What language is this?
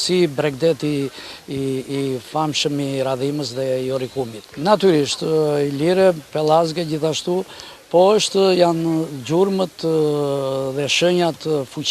Albanian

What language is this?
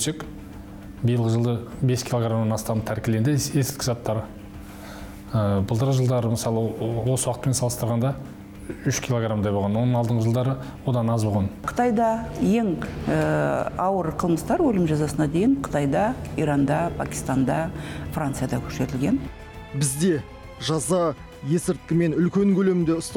Kazakh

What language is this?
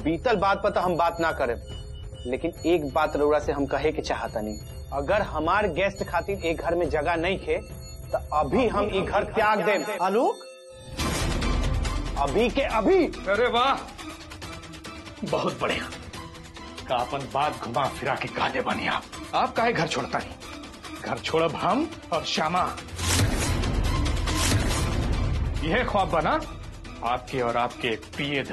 Bhojpuri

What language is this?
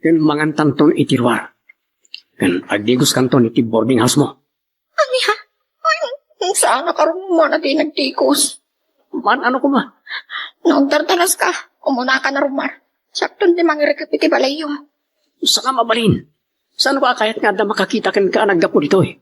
Iloko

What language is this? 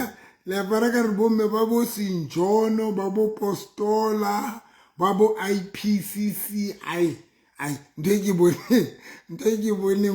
Southern Sotho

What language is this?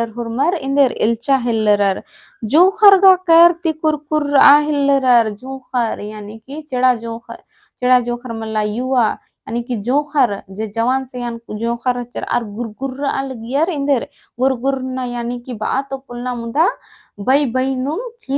Kurukh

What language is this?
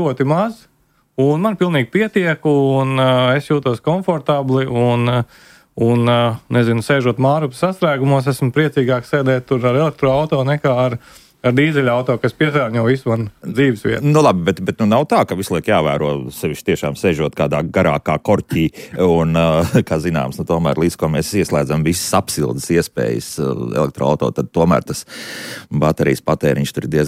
Latvian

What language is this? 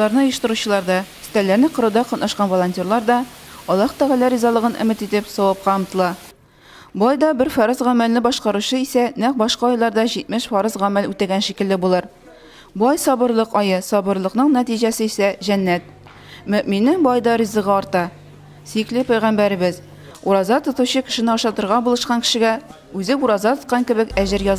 Tatar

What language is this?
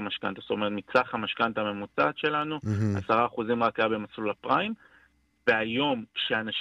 Hebrew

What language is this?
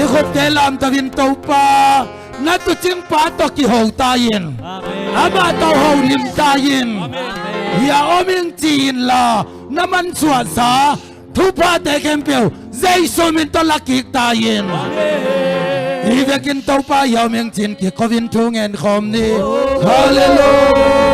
Tedim Chin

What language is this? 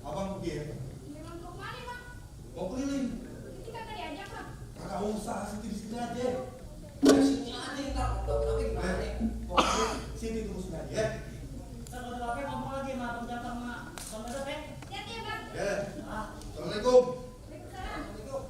Betawi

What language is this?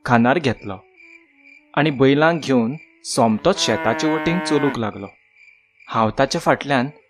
Konkani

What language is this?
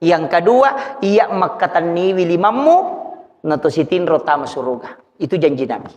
Buginese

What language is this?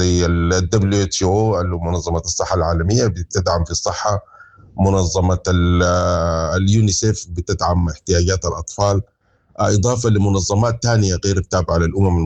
Sudanese Arabic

